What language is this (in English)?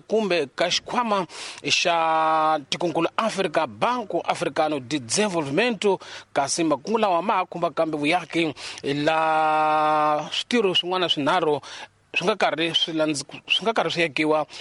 Tsonga